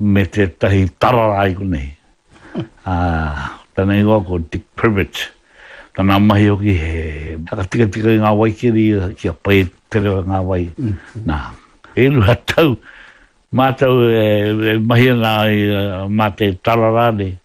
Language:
Māori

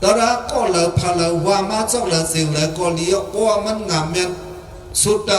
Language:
Shan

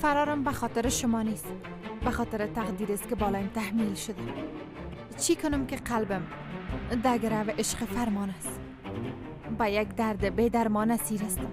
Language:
Persian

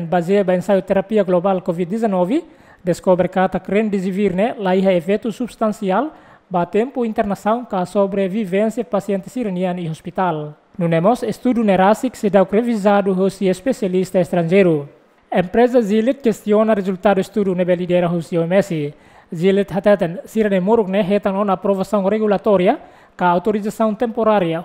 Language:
Tetum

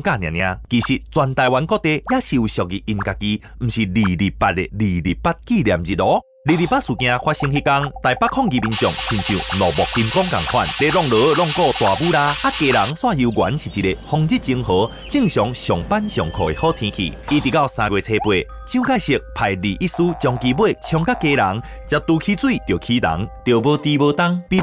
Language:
Min Nan Chinese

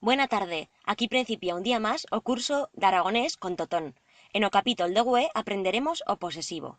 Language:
Aragonese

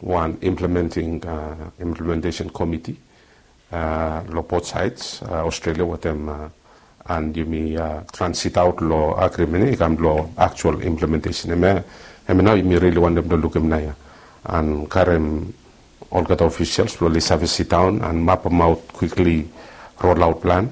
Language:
Bislama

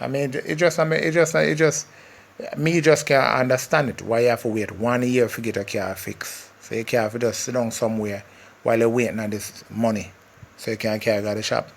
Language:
Jamaican Creole English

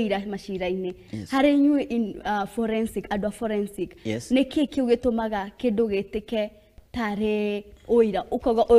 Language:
Kikuyu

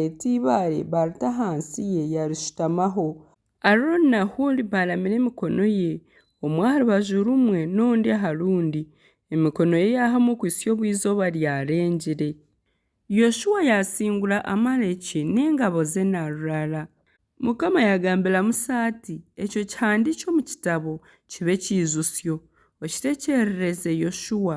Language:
Nyankole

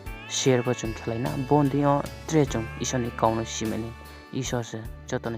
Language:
Riang (India)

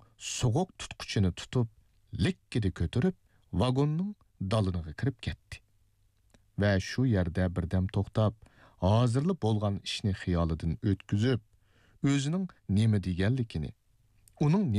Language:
Uyghur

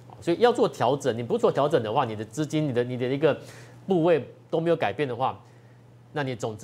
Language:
Chinese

